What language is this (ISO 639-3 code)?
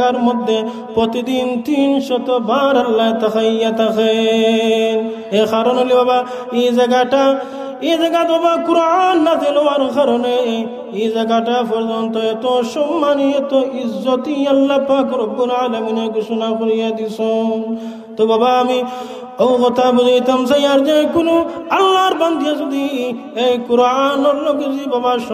syl